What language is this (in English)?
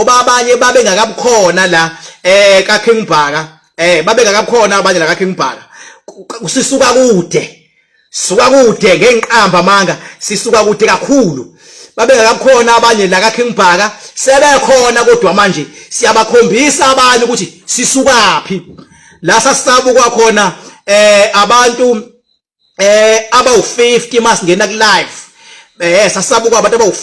Zulu